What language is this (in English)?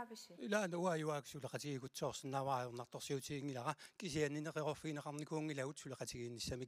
Kalaallisut